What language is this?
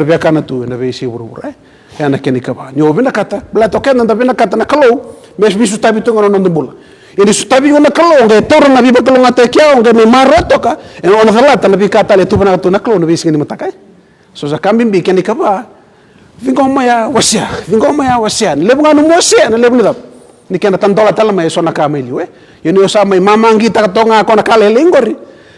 Fijian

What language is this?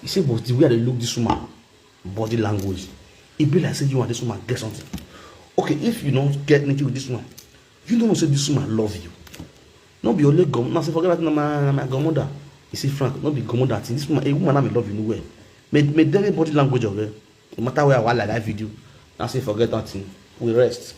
Nigerian Pidgin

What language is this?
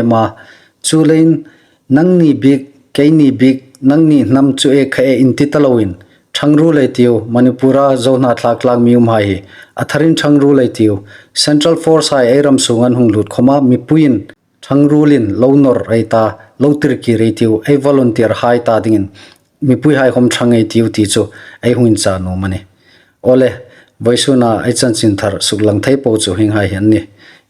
Hmar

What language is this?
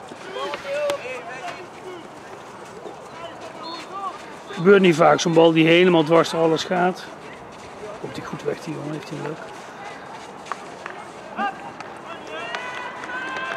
Dutch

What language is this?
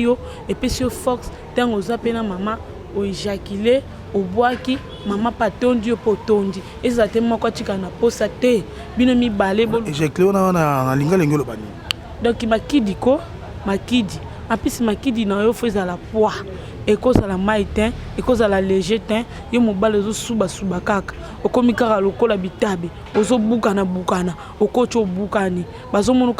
Lingala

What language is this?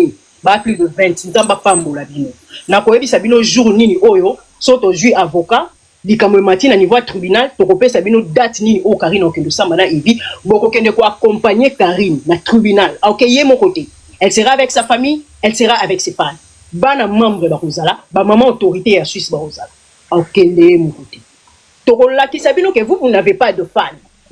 Lingala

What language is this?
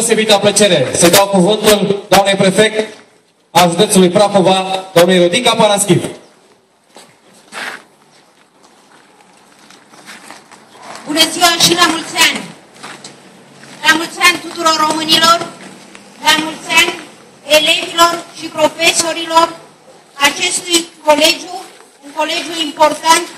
Romanian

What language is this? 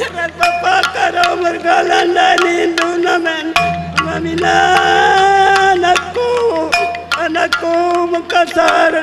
Batak Karo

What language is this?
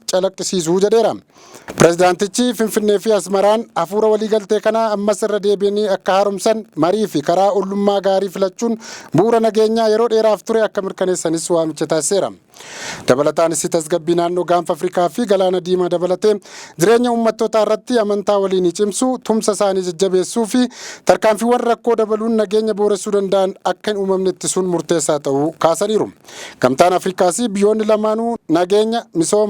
Oromo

